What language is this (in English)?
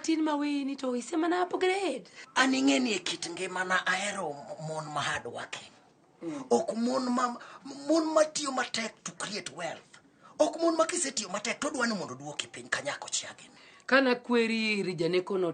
Luo (Kenya and Tanzania)